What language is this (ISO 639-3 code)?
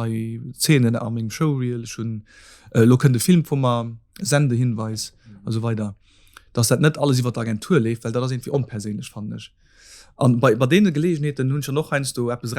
ltz